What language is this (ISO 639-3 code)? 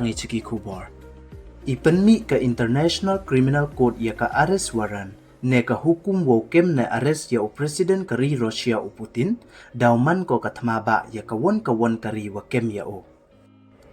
pbv